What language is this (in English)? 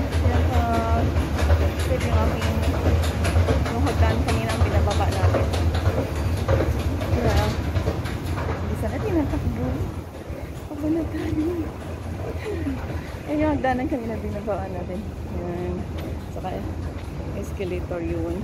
Filipino